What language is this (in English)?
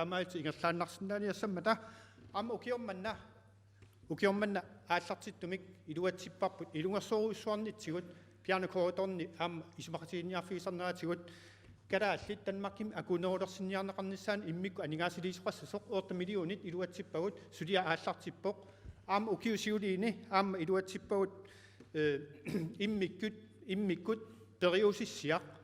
Kalaallisut